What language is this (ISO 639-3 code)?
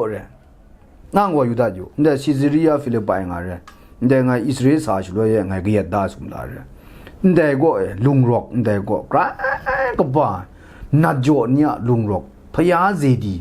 kac